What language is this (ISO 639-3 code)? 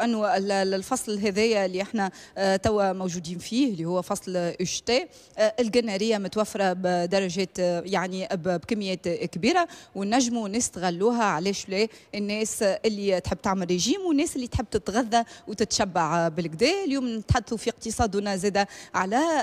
aeb